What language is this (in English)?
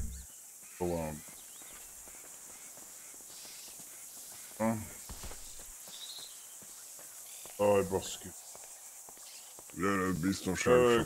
Hungarian